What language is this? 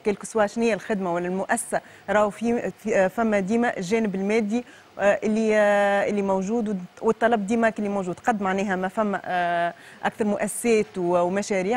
Tunisian Arabic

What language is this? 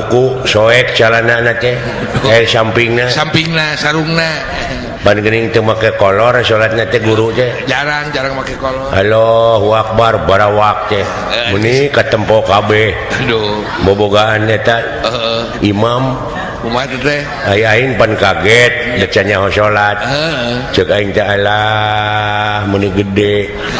Sundanese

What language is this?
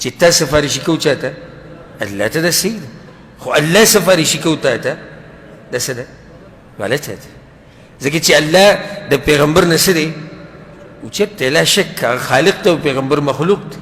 Pashto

